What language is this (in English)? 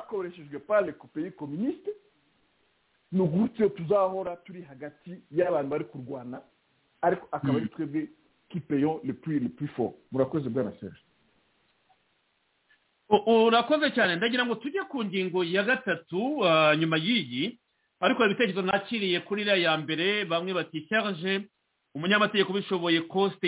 Kinyarwanda